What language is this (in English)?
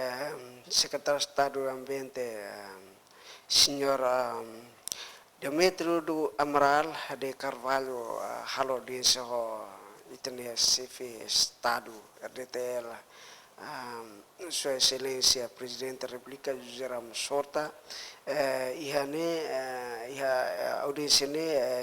Tetum